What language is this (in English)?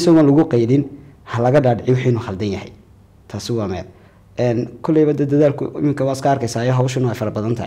Somali